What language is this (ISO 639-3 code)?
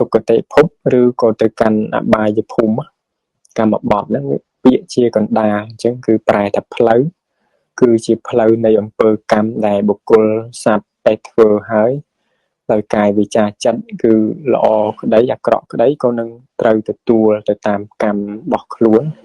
khm